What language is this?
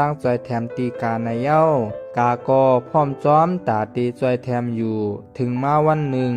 Shan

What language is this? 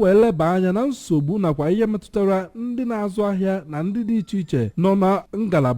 Igbo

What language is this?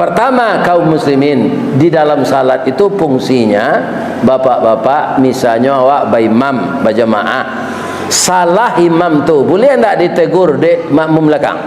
Minangkabau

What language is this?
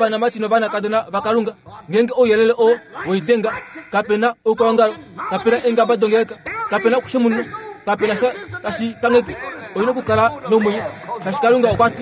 Kuanyama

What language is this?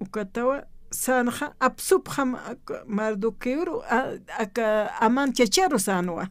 Aymara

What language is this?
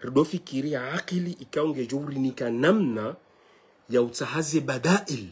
Ngazidja Comorian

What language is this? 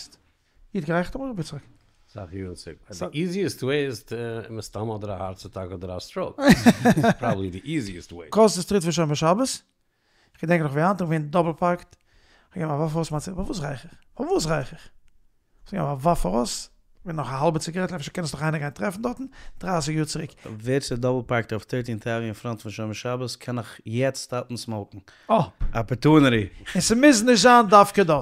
Yiddish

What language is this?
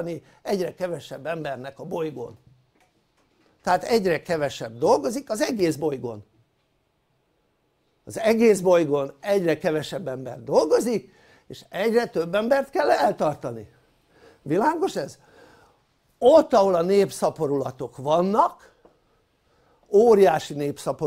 Hungarian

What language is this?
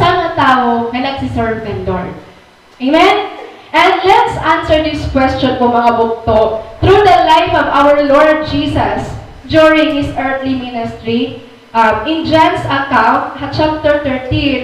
Waray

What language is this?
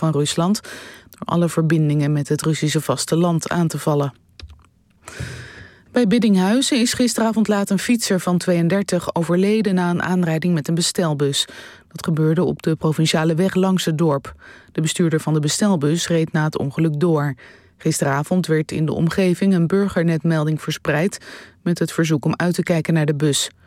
Dutch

